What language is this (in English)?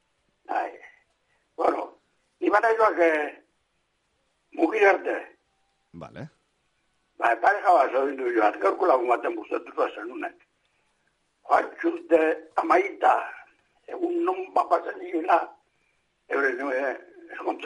Basque